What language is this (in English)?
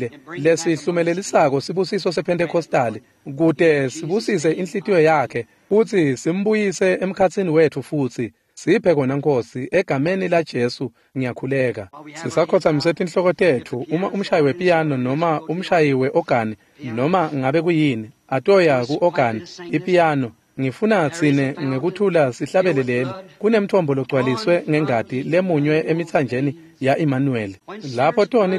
Swati